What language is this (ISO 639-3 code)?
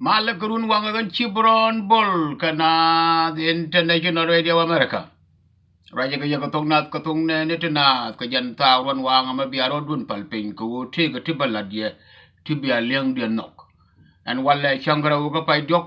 nus